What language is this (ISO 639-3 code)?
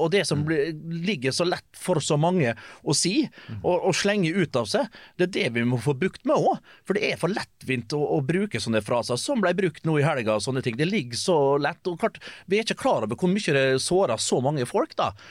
nor